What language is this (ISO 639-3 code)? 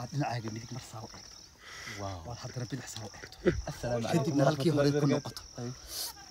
som